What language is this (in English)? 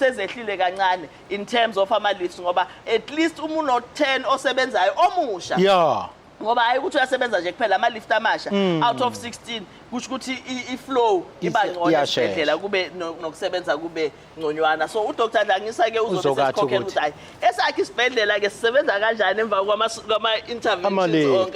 Zulu